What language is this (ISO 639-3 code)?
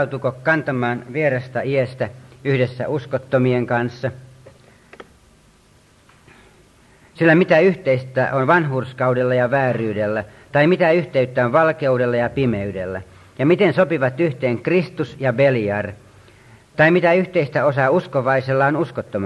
fin